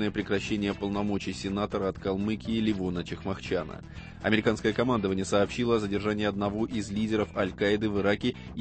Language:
Russian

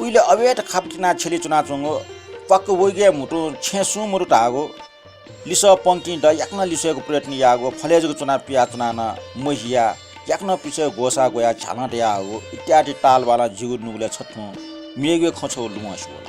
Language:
Newari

